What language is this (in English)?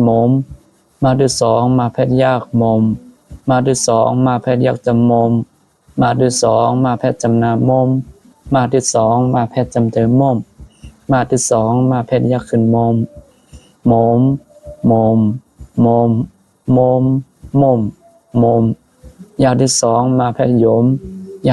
Shan